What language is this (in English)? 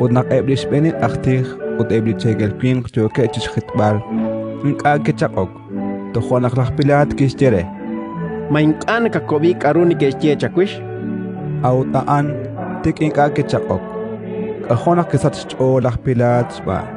Kekchí